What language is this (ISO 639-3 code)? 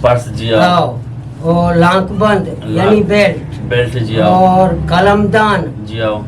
bgp